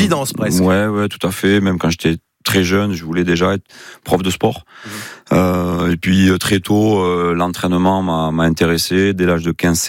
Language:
French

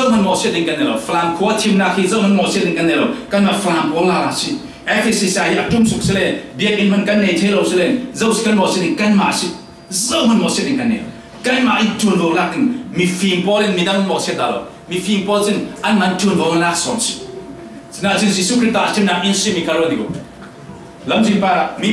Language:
Falam Chin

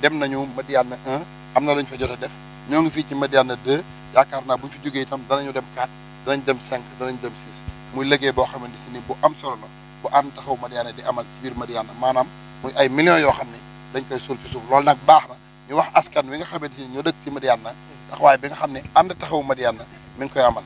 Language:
Wolof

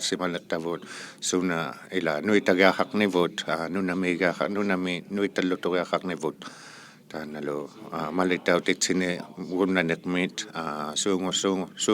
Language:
Inuktitut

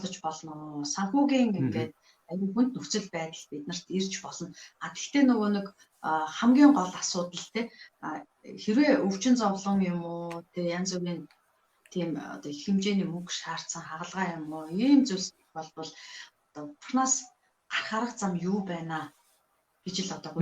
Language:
Mongolian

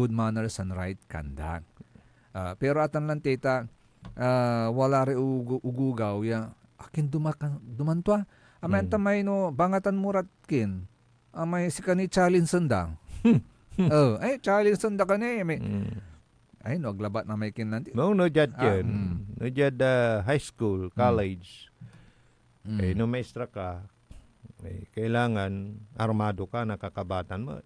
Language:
Pangasinan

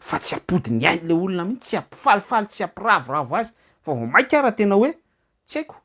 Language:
Malagasy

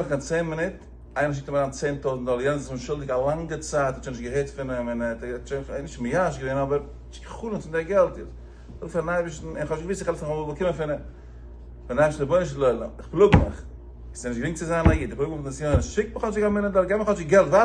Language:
Yiddish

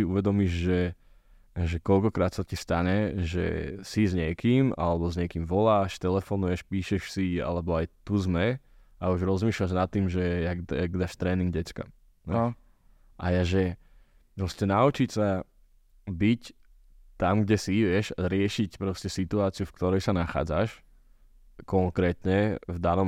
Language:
Slovak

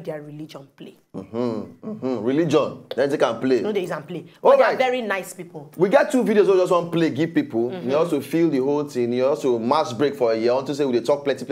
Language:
Nigerian Pidgin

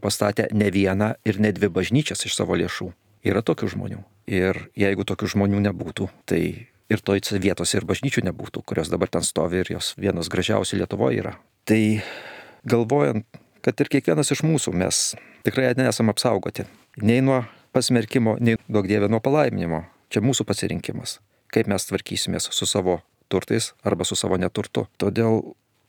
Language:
Lithuanian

